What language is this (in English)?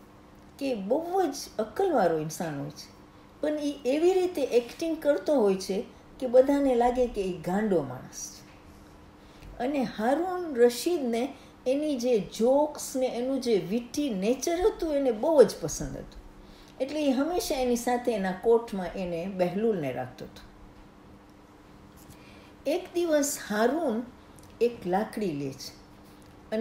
Gujarati